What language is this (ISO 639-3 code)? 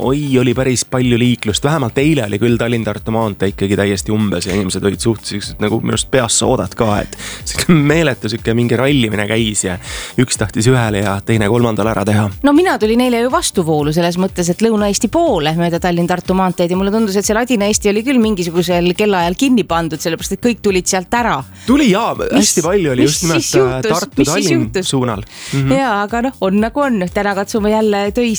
est